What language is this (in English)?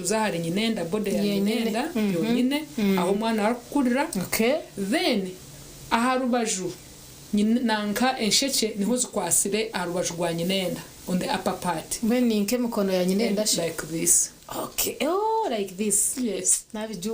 Nyankole